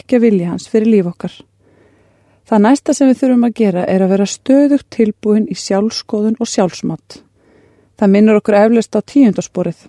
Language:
Icelandic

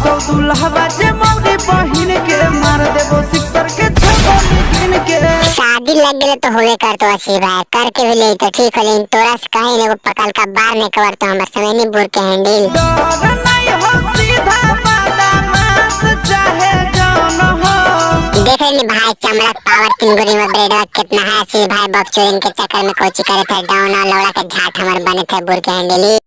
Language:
Magahi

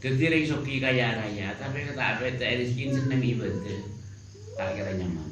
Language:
Madurese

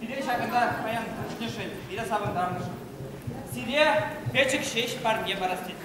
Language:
Chuvash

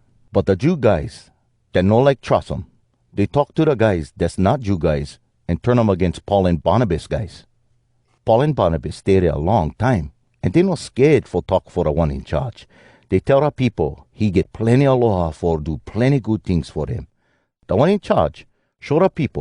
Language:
Hawai'i Creole English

